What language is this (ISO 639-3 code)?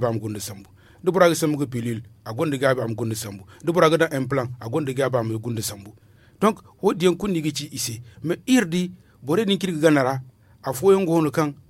dje